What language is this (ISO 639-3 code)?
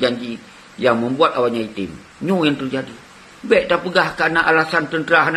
ace